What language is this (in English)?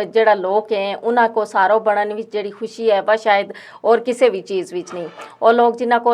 Gujari